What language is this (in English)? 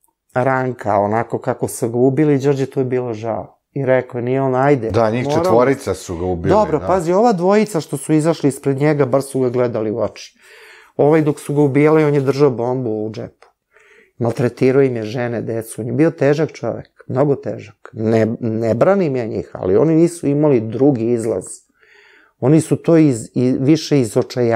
Serbian